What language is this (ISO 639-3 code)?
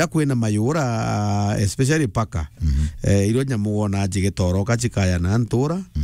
mer